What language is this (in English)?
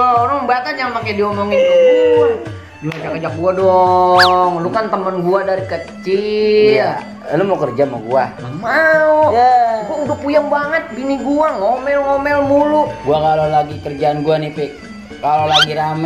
Betawi